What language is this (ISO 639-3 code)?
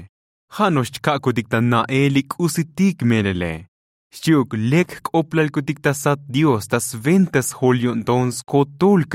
tzo